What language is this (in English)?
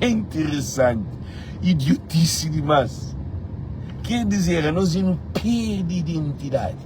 Kabuverdianu